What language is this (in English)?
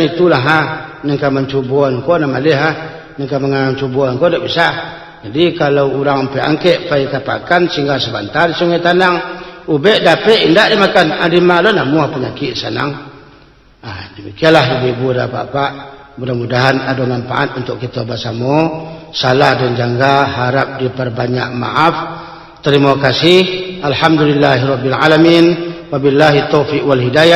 Minangkabau